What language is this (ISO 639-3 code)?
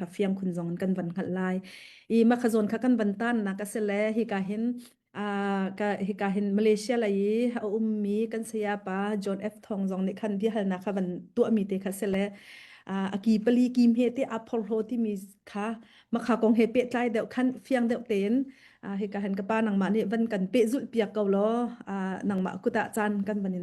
cnh